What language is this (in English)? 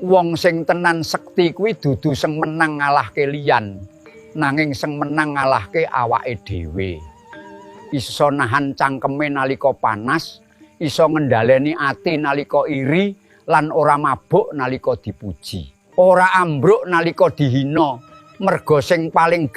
Javanese